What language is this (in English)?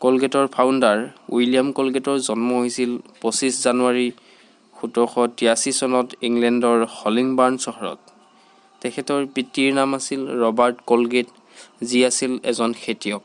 Assamese